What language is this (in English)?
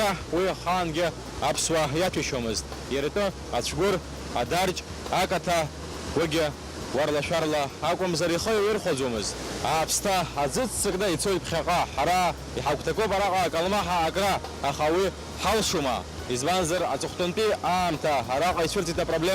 Abkhazian